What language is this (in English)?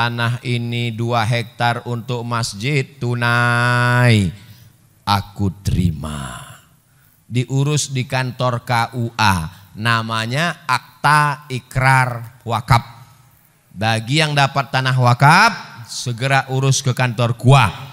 Indonesian